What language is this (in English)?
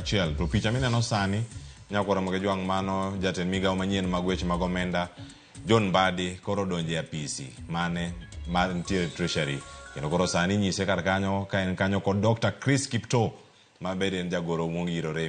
Luo (Kenya and Tanzania)